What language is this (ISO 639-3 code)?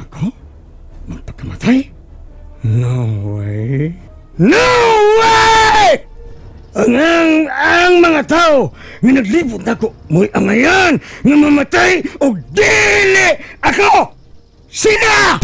ceb